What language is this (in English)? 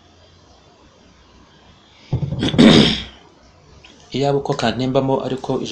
Kinyarwanda